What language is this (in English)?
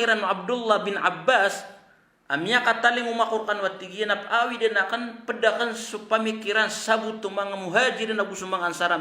Maranao